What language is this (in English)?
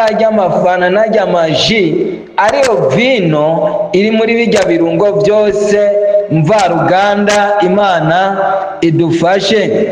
Rundi